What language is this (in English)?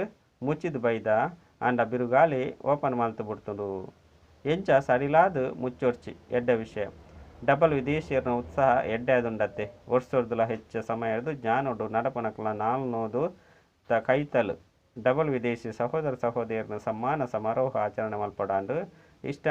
Tulu